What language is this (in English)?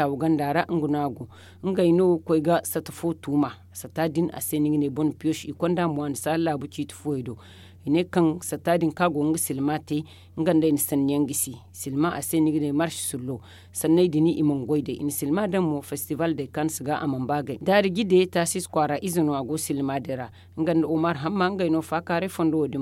Zarma